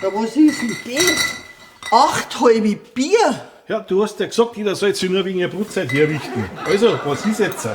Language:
Bavarian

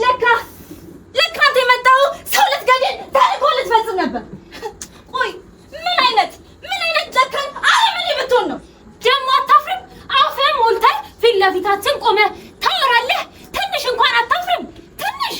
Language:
Amharic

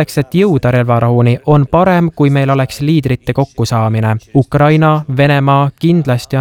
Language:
Estonian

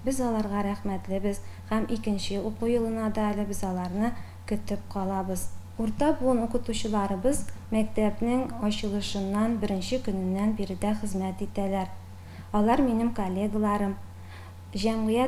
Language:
Tatar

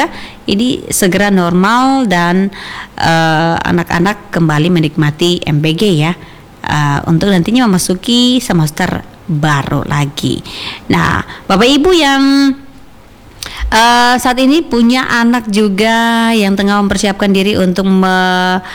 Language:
Indonesian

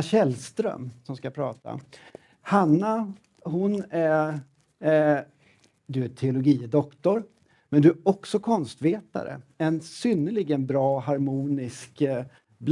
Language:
Swedish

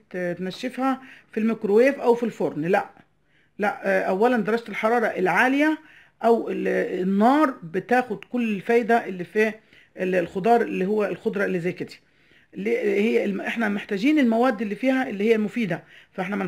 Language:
Egyptian Arabic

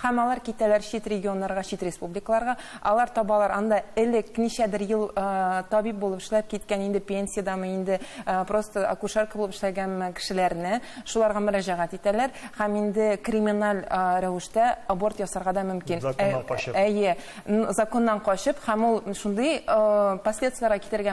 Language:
Tatar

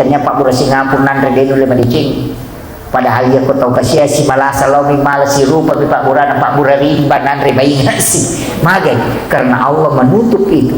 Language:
Buginese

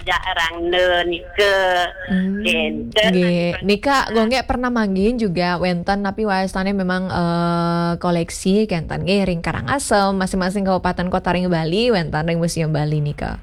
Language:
Balinese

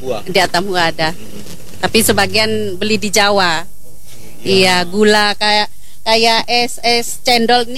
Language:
Indonesian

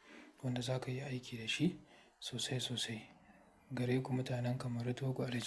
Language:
Hausa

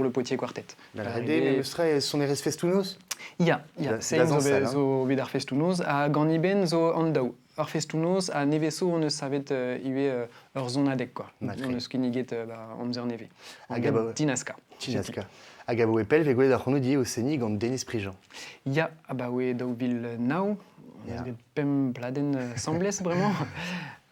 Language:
Breton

